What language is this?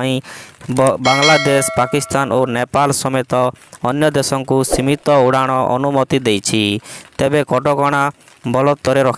Odia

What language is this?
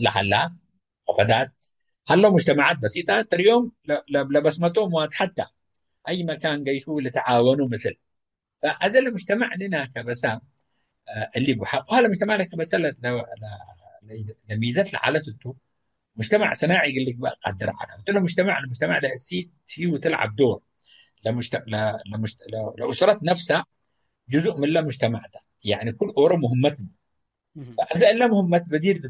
Tigre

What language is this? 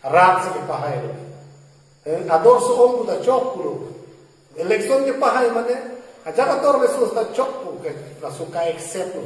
Karbi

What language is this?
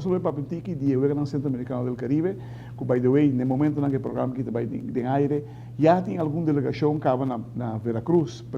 Papiamento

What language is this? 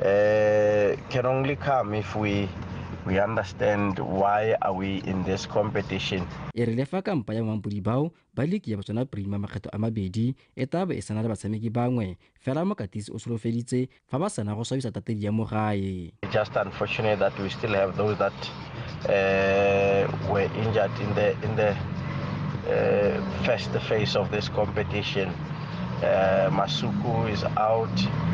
Tswana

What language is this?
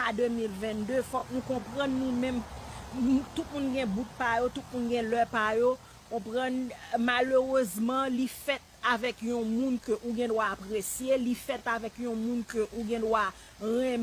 Haitian Creole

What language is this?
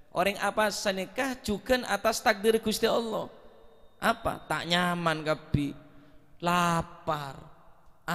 Madurese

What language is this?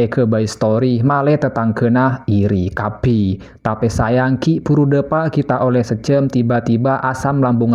Madurese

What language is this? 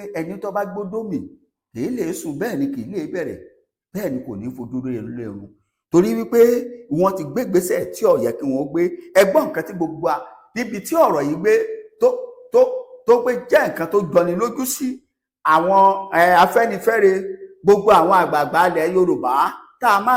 Yoruba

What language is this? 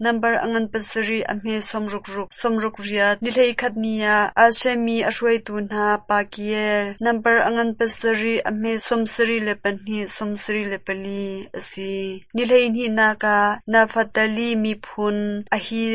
Hakha Chin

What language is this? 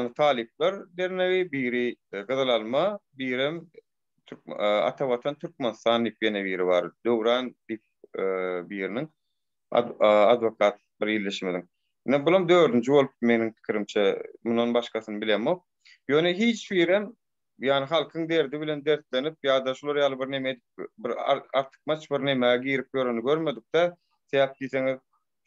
Turkmen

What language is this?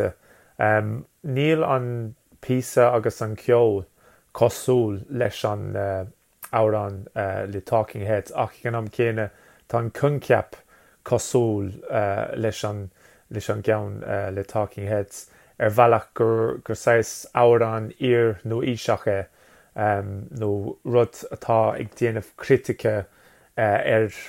Irish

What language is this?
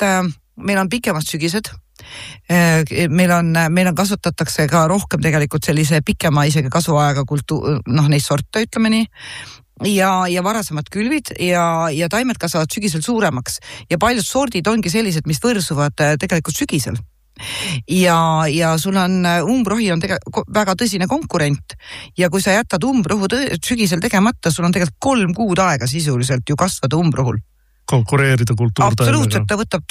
Estonian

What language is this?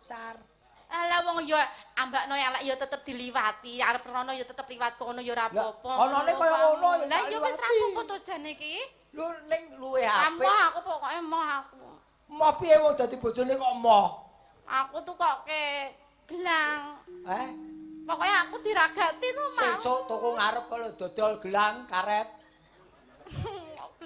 Javanese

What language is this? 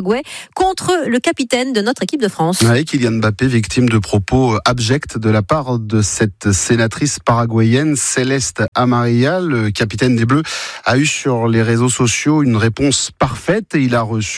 French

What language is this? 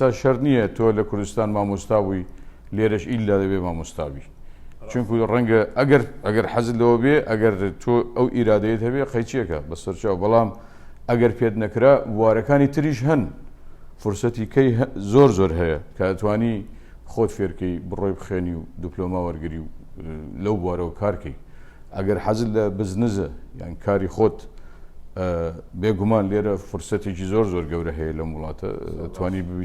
Central Kurdish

